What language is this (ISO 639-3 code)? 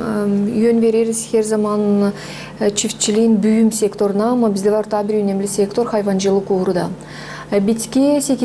gag